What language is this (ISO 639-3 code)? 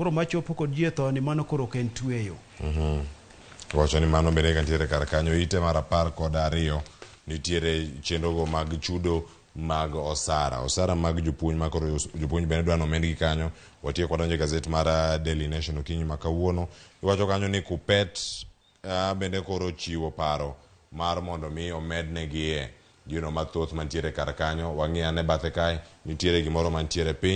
luo